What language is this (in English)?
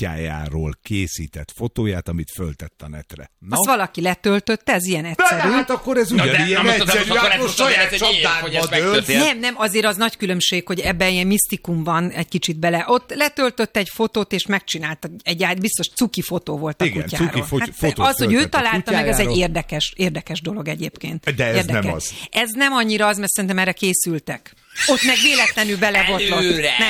Hungarian